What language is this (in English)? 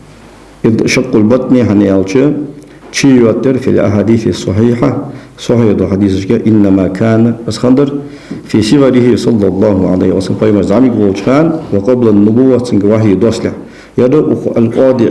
Ingush